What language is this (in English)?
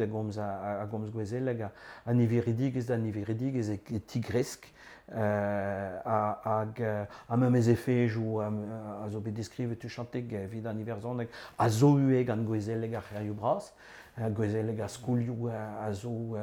Breton